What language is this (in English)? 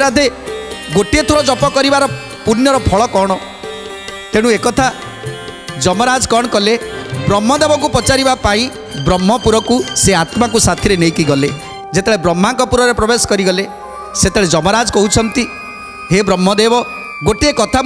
Odia